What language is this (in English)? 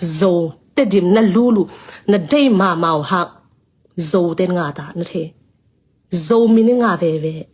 Tedim Chin